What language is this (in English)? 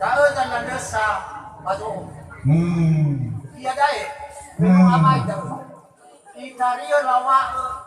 Nias